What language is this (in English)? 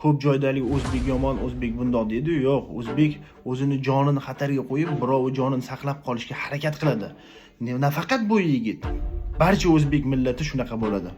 Uzbek